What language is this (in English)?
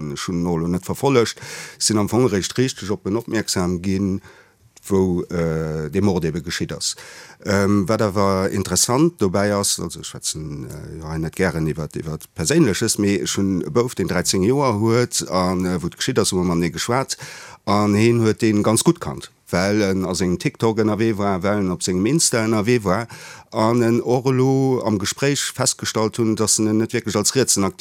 Luxembourgish